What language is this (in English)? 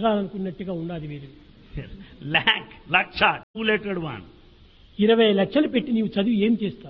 Telugu